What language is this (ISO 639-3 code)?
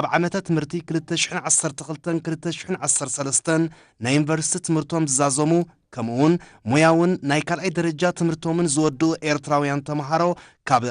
tir